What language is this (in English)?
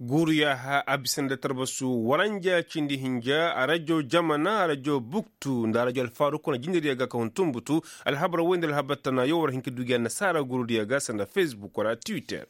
Koyraboro Senni